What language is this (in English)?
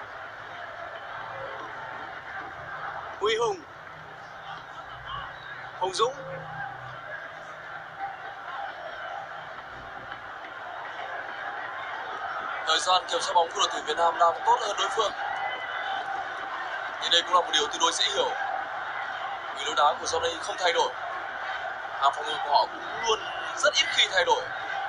Vietnamese